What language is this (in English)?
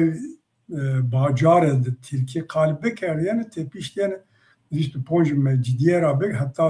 Zaza